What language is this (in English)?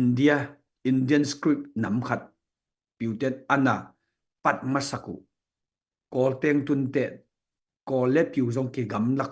Tedim Chin